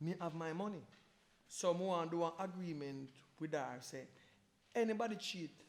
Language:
Jamaican Creole English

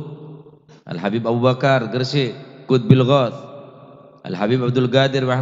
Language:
Madurese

